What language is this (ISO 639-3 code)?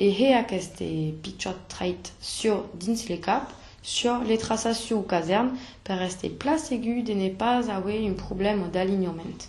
oci